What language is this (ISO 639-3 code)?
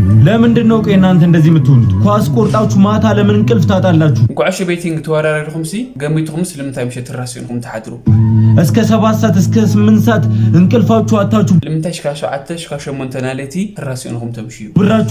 tir